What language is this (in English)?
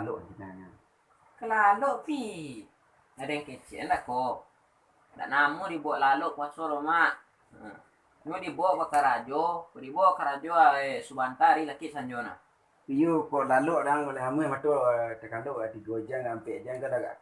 Minangkabau